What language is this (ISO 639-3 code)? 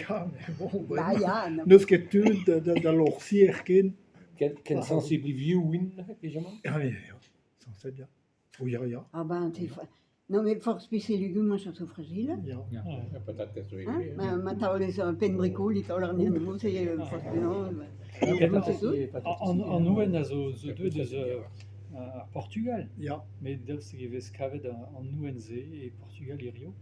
bre